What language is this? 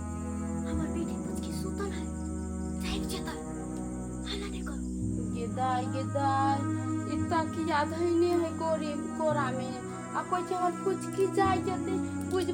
Maithili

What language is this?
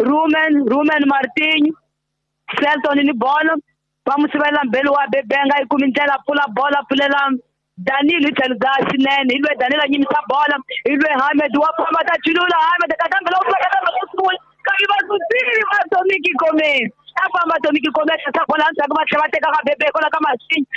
Tsonga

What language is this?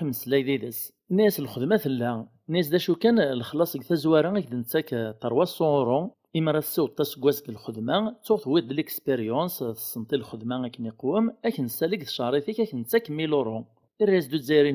Kabyle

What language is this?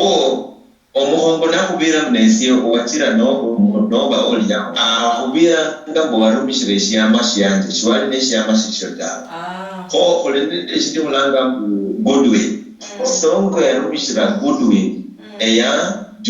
Luyia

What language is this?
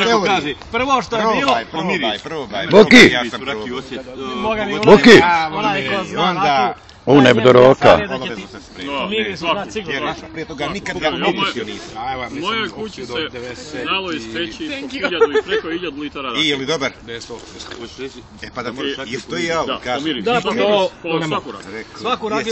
Bosnian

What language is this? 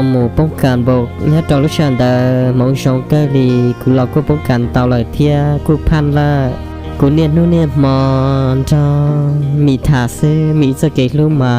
Hmong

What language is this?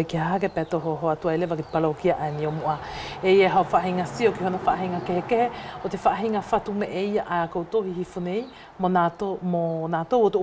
Wallisian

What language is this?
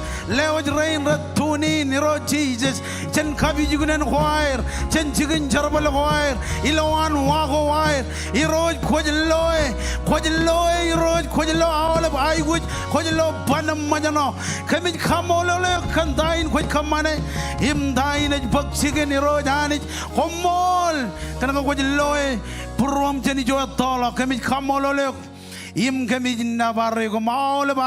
Marshallese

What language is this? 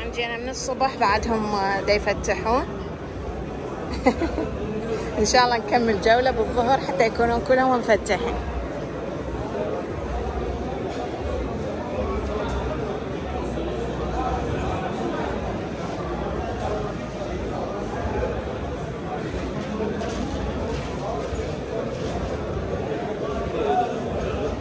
Mesopotamian Arabic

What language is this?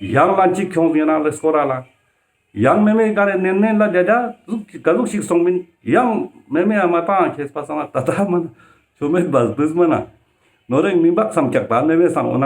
Ladakhi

